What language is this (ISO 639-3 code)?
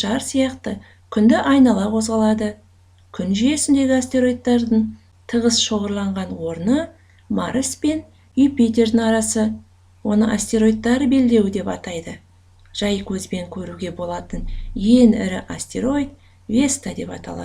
kaz